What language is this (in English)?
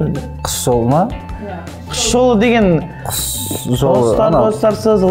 Kazakh